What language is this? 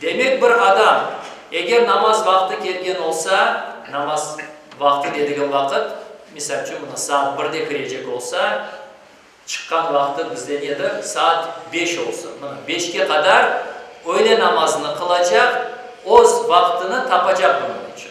Crimean Tatar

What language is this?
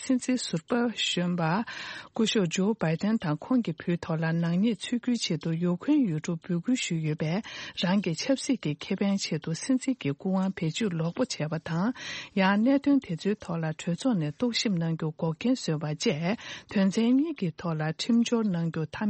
Tibetan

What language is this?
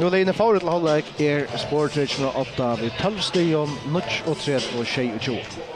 Faroese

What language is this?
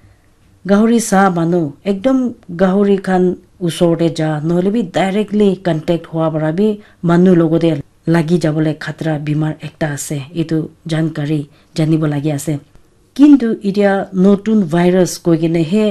Naga Pidgin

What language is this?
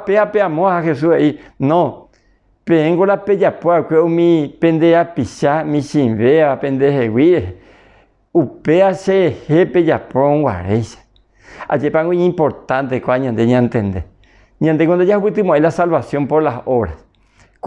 Guarani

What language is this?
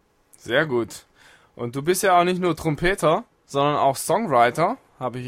German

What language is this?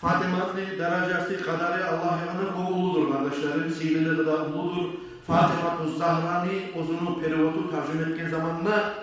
Kumyk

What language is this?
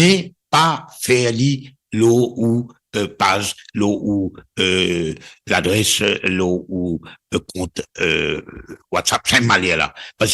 Morisyen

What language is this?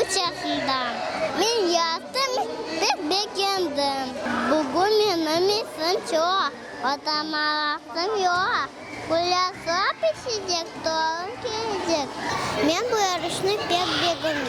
Crimean Tatar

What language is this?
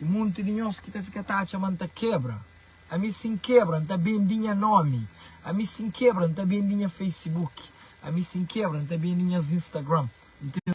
Kabuverdianu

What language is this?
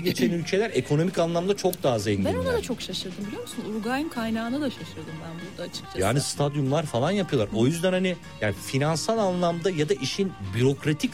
Turkish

